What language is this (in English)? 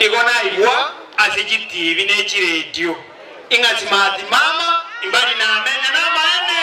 Gusii